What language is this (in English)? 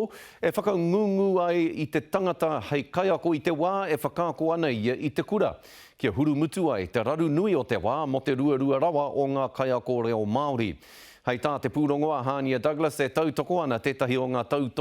Māori